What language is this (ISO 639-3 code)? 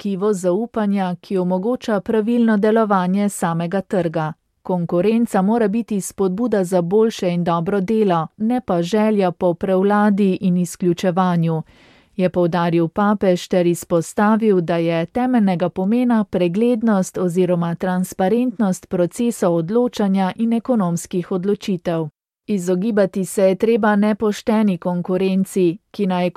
slv